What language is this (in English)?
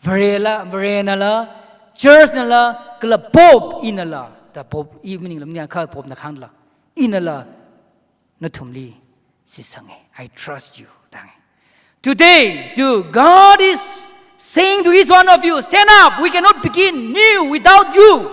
Tangkhul Naga (India)